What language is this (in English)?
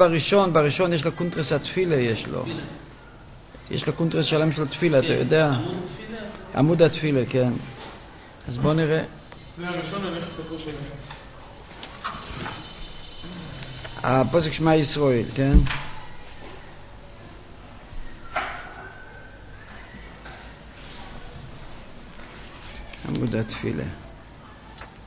Hebrew